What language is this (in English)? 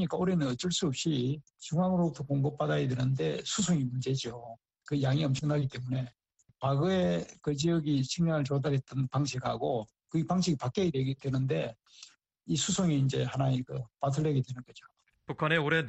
Korean